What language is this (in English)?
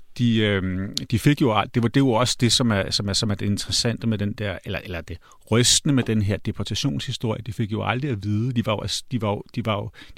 Danish